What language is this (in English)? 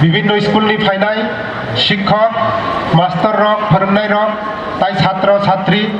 Kok Borok